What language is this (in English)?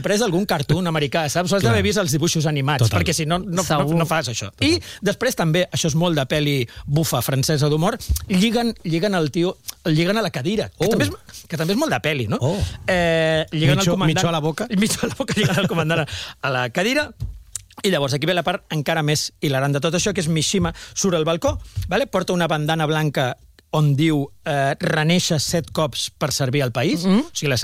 Catalan